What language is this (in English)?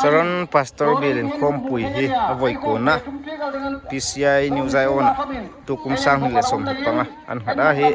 Hmar